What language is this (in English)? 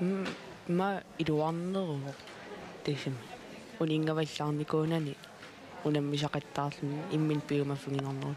Kalaallisut